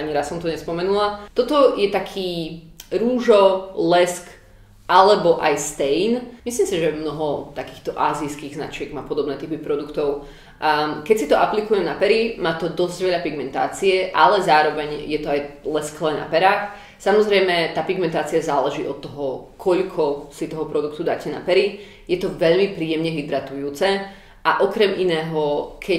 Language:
Slovak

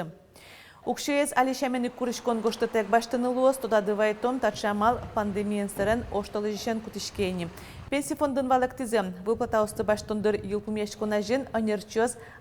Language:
Udmurt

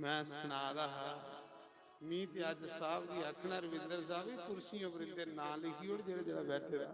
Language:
Dogri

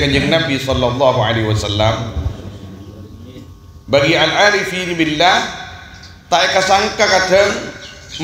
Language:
Madurese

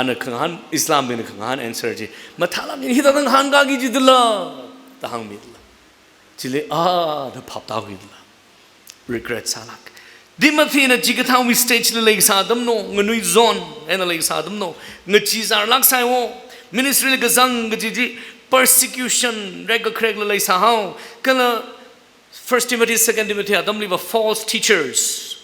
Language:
Tangkhul Naga (India)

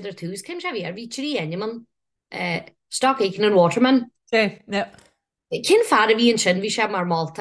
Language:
Irish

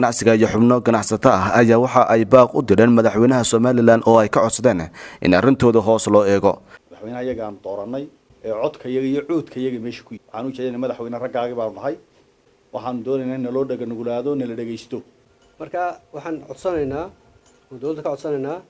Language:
Somali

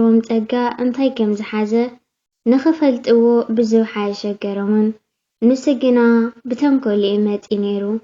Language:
Tigrinya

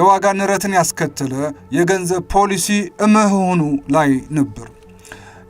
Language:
Amharic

